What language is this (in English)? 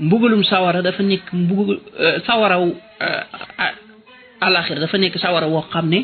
Wolof